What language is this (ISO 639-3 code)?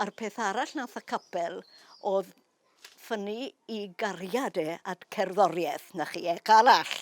cym